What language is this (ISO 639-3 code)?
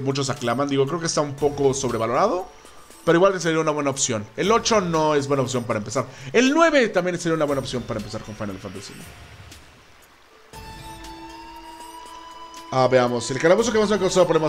spa